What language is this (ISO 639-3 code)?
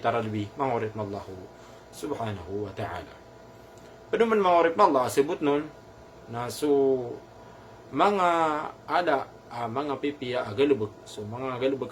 mrw